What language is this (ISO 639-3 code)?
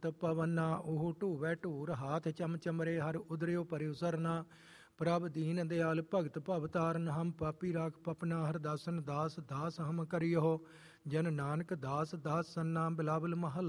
pan